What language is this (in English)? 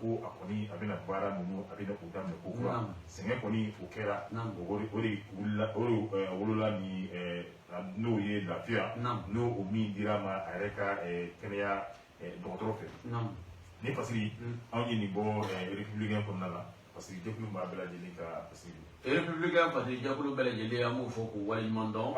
Bambara